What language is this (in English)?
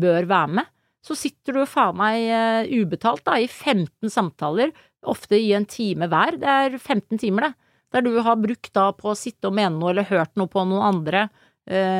Norwegian